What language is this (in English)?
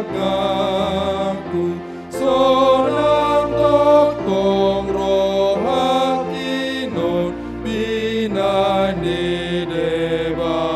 Batak Toba